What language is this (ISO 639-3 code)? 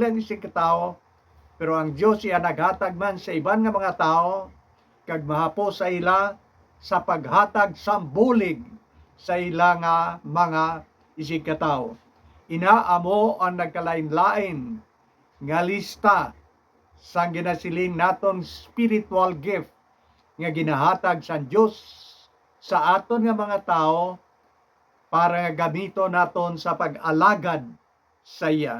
hil